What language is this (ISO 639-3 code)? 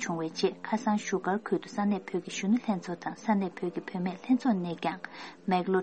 bod